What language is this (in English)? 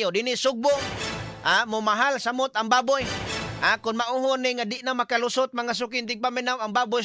Cebuano